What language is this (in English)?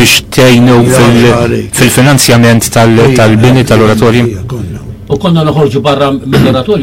Maltese